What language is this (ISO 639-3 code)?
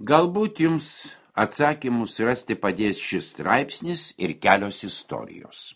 lit